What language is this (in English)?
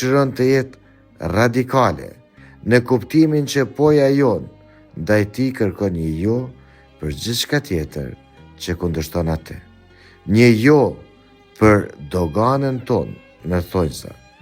Albanian